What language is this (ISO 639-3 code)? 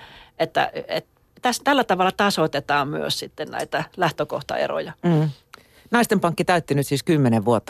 fin